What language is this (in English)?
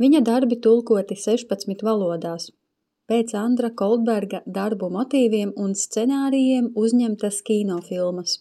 Latvian